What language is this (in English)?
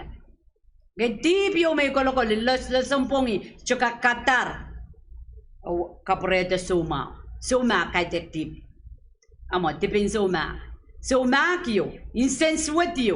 Pohnpeian